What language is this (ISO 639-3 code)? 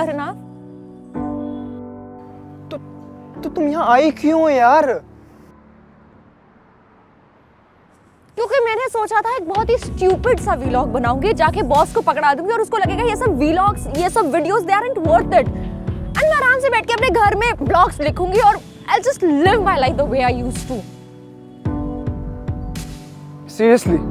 hin